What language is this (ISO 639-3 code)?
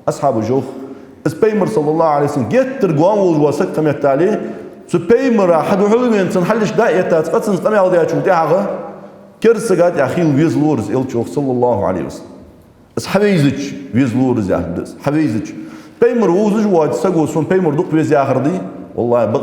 inh